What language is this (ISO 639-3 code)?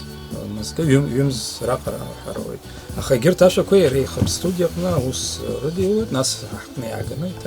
abk